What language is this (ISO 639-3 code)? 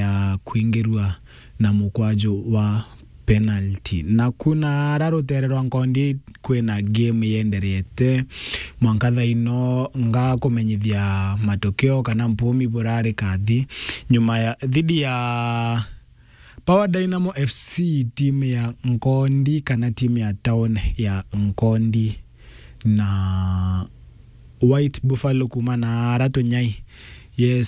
mer